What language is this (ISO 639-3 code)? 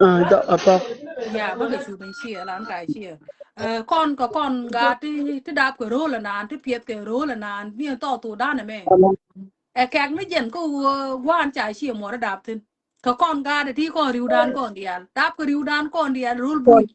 nus